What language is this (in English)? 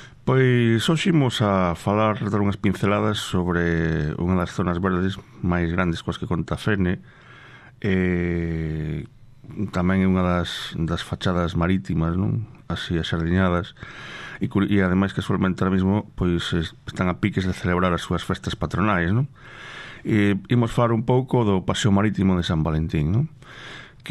Galician